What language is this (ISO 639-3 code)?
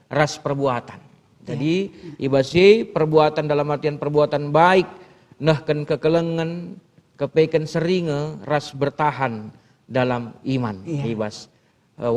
btx